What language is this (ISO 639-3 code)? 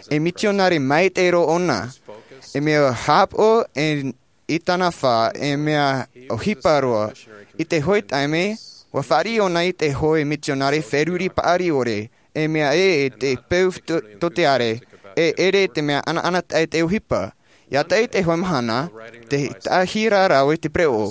tah